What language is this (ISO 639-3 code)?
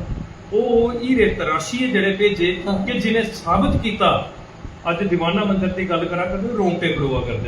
doi